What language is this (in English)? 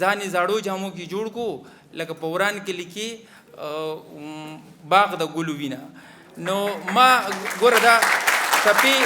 Pashto